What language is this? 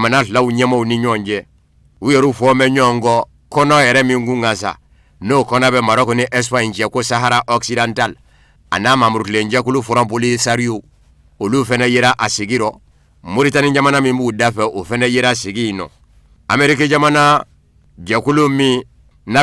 Bambara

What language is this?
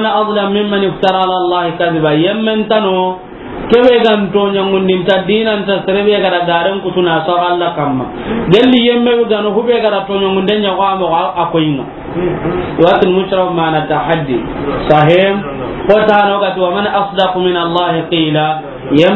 Soninke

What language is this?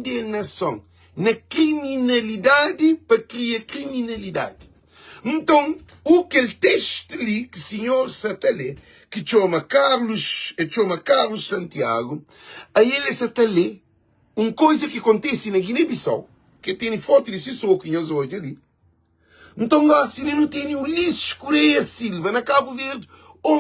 Kabuverdianu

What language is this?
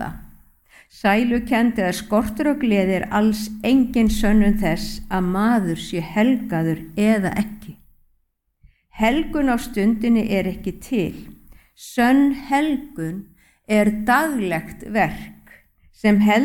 Icelandic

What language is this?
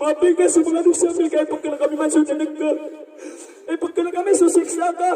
Maranao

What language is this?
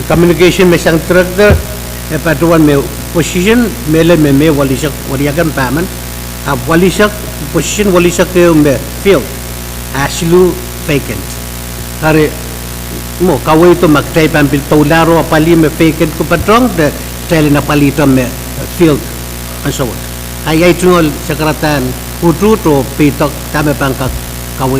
Pohnpeian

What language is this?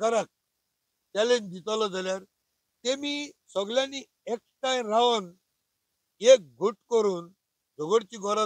Konkani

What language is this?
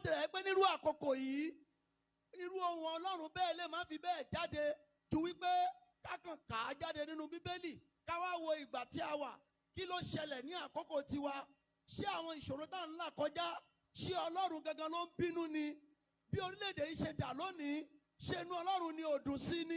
Yoruba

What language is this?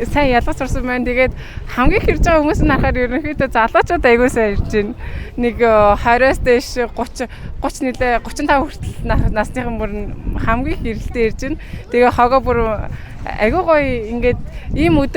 Mongolian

